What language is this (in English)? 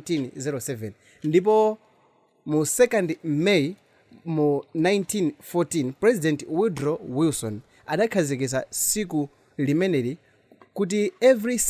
Nyanja